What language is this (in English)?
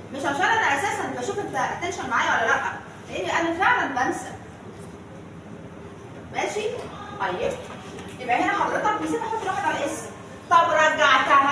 Egyptian Arabic